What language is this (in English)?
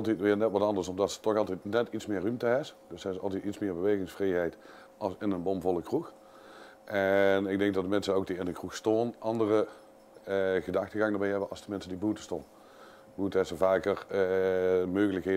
Limburgish